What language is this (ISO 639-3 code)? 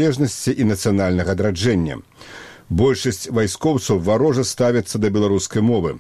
bel